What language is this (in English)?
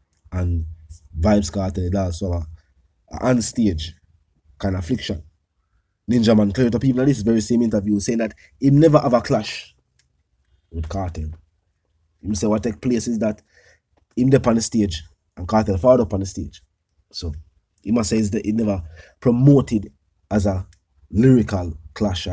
Jamaican Creole English